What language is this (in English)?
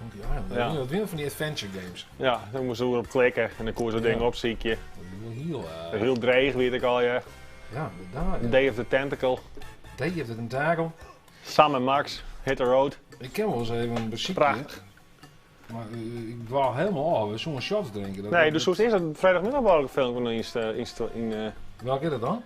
Western Frisian